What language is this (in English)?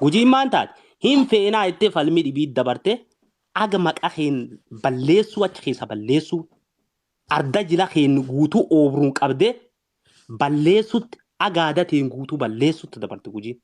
Oromo